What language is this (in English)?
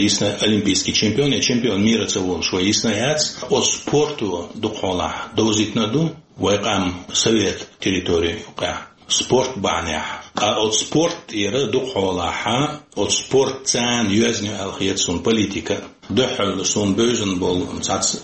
Chechen